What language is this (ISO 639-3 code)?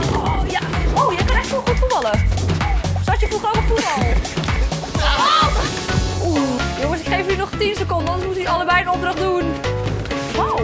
nld